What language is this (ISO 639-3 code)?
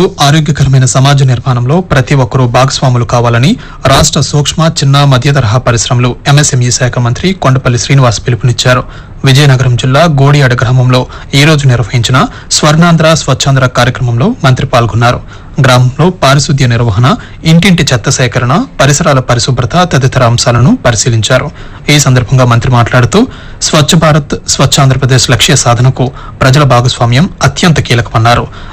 tel